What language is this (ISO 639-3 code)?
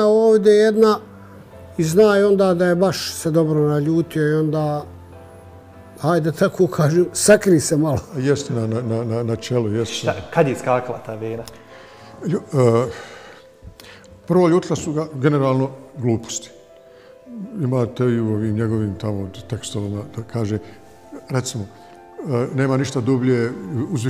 bos